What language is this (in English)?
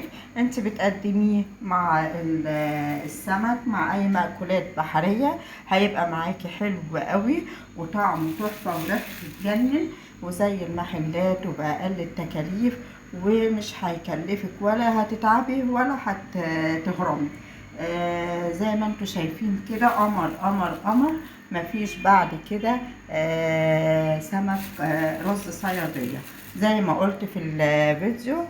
Egyptian Arabic